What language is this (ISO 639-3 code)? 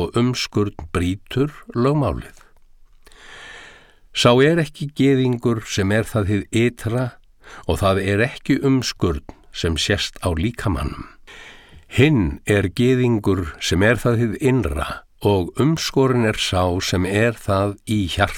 isl